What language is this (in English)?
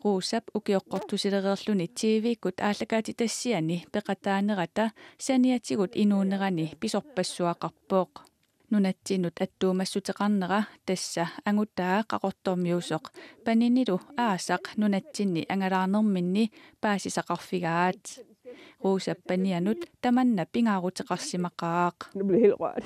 Kalaallisut